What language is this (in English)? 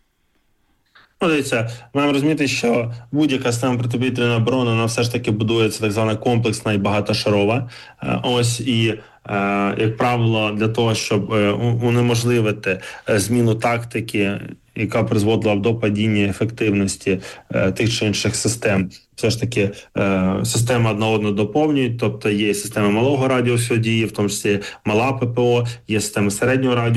Ukrainian